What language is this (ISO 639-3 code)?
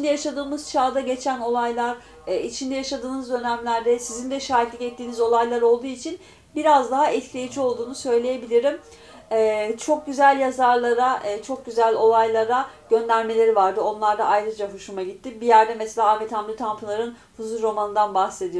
tur